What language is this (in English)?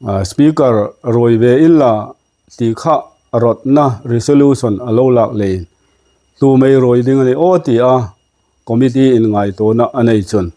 Hmar